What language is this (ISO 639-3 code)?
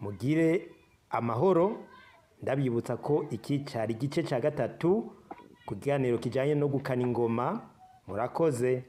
run